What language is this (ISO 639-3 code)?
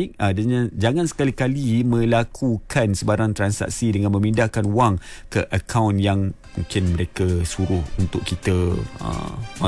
msa